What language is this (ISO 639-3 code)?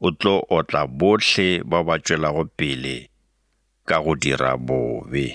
nso